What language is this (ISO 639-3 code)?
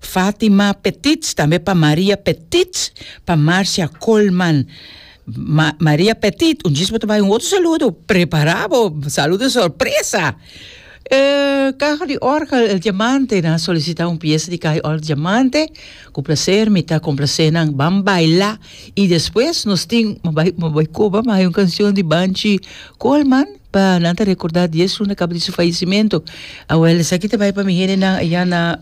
pap